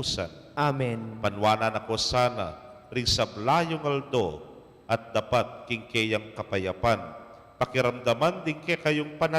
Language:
Pampanga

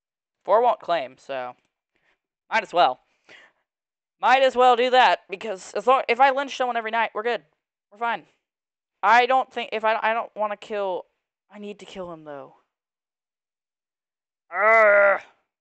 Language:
English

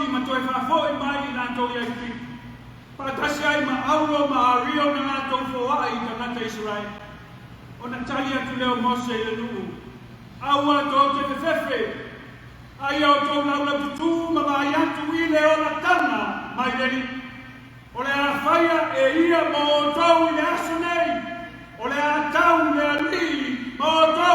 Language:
Samoan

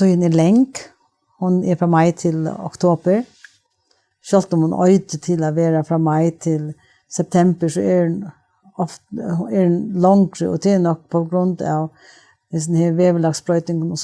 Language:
Faroese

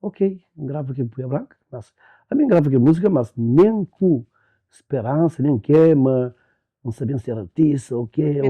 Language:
Kabuverdianu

